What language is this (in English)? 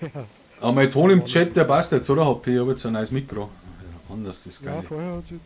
Bavarian